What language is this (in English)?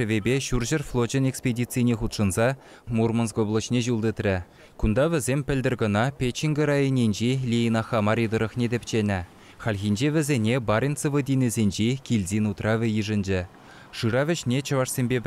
Chuvash